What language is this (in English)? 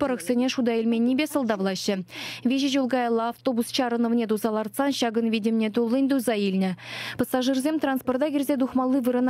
Chuvash